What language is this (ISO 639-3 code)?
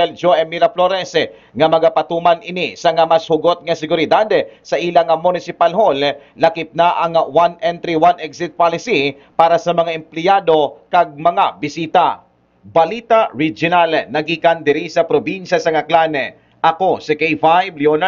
hil